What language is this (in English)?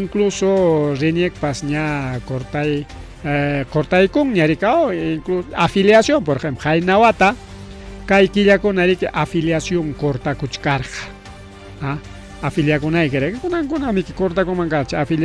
Ayacucho Quechua